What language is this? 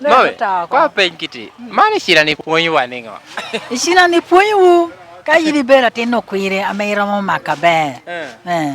Lango (Uganda)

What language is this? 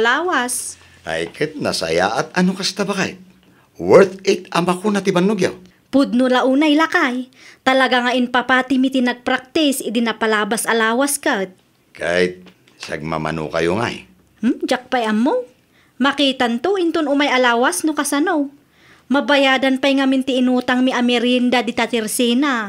Iloko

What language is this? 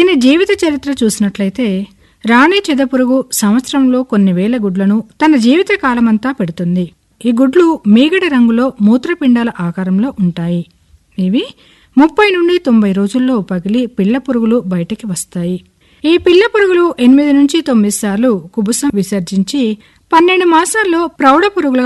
Telugu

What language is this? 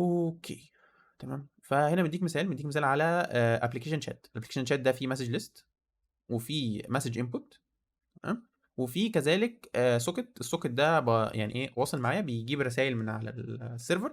Egyptian Arabic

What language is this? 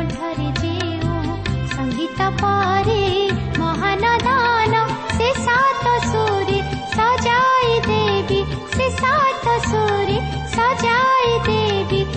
Odia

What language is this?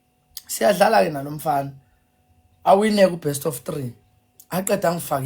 Zulu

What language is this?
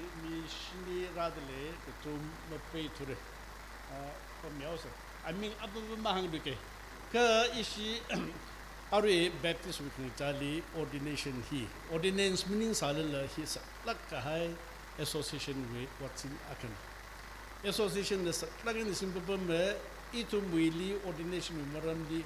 Tangkhul Naga (India)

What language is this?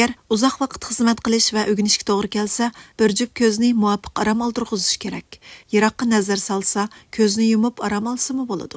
Uyghur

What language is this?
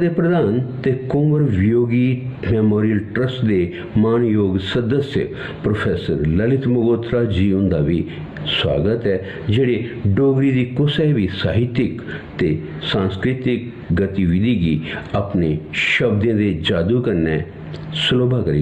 Dogri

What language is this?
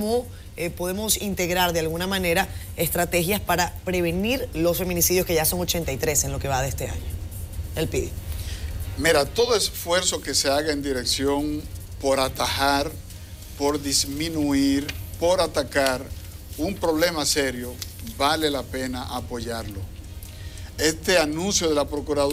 Spanish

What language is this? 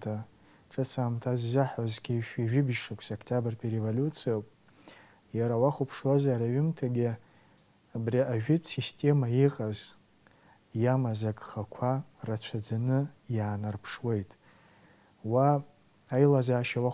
Abkhazian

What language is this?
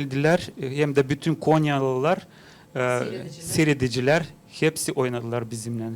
Gagauz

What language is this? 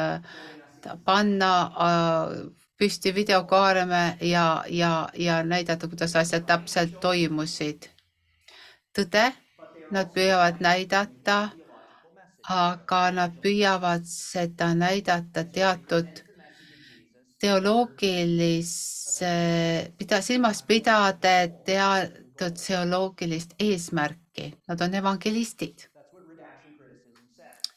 Estonian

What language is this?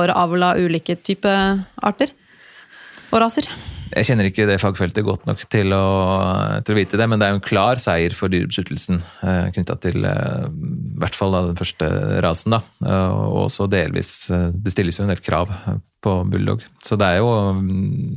Norwegian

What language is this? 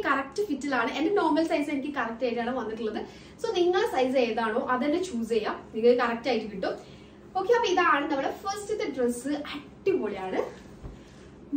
Malayalam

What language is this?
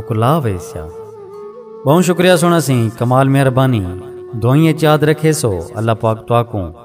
Saraiki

